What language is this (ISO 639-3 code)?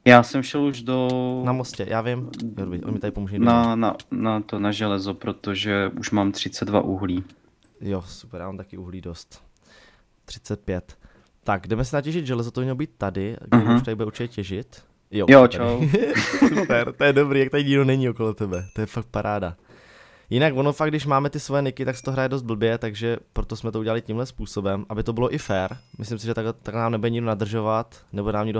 ces